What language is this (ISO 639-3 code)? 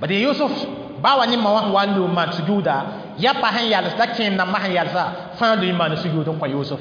mos